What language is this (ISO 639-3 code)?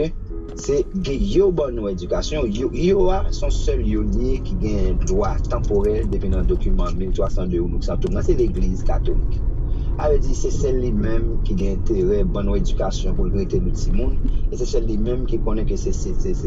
hat